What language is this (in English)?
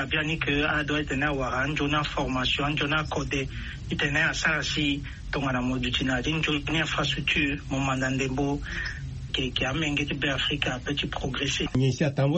Sango